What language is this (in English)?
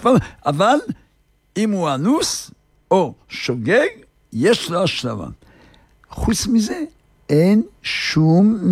Hebrew